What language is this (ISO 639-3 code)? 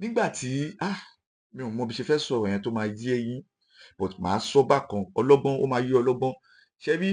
yor